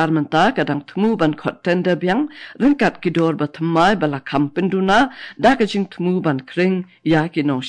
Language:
Khasi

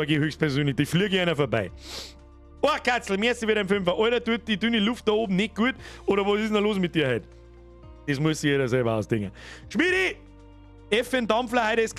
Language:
Bavarian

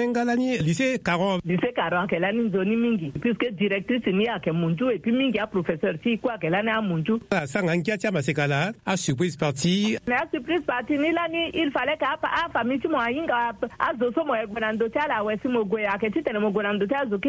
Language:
Sango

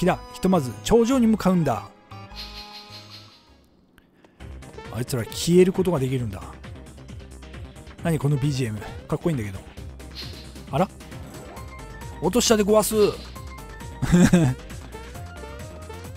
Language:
Japanese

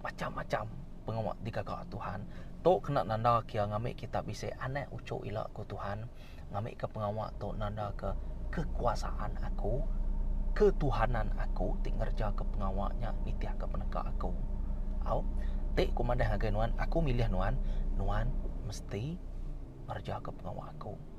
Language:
Iban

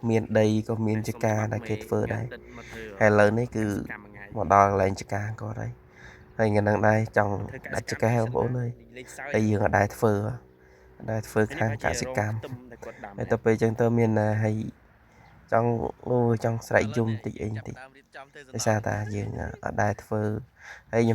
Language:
Khmer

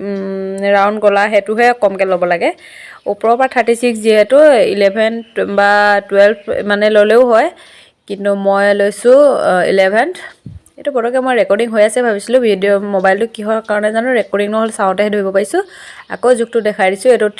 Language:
Assamese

